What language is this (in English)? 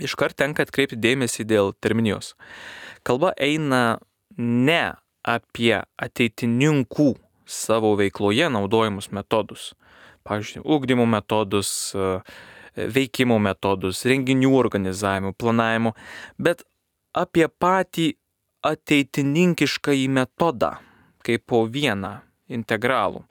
Lithuanian